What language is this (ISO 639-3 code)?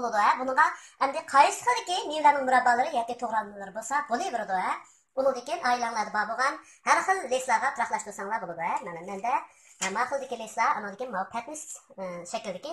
uig